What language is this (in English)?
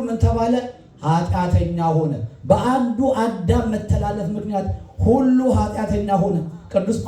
Amharic